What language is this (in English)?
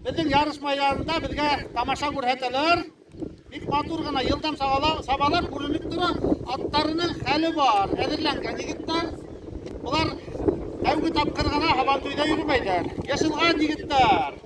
Bashkir